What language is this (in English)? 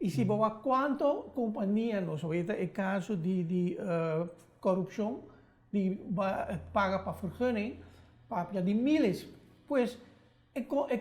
Papiamento